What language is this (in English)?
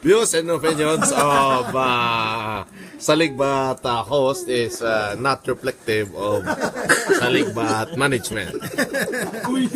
Hiligaynon